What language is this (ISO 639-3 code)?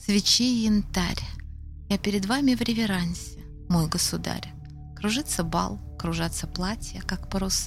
rus